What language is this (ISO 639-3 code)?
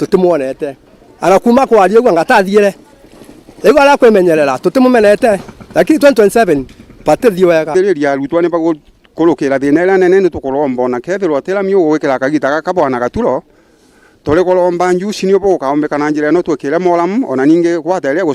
mer